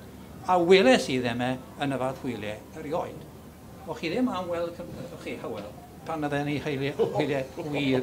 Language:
Welsh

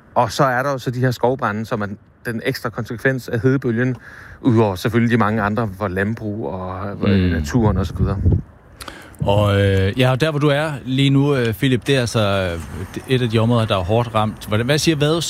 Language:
Danish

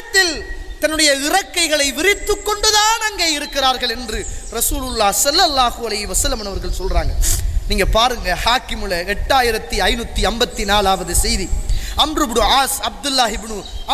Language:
Tamil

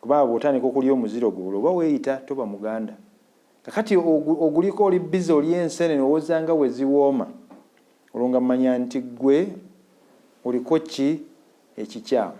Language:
Ganda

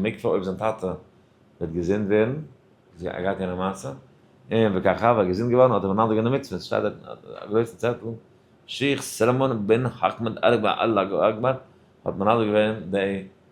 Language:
Yiddish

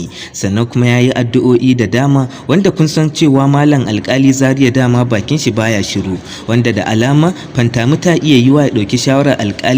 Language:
Hausa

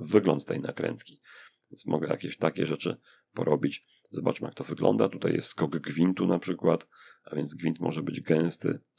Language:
Polish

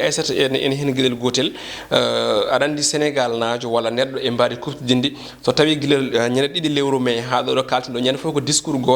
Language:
Fula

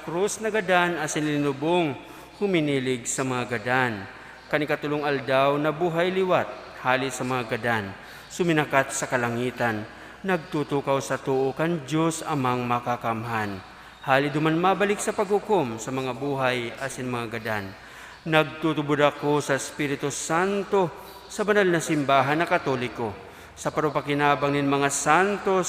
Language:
Bikol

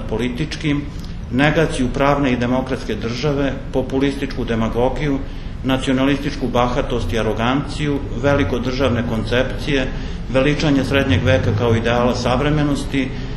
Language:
Serbian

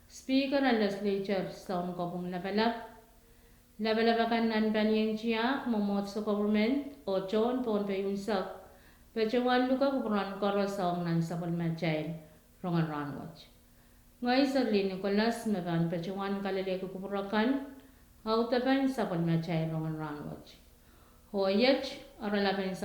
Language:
Pohnpeian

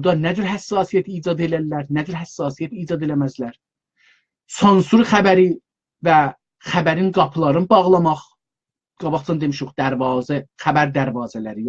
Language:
South Azerbaijani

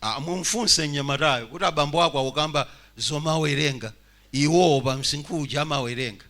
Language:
Nyanja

